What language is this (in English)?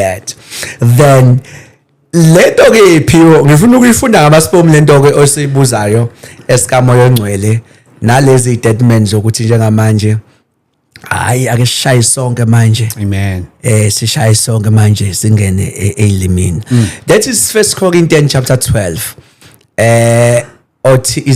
Zulu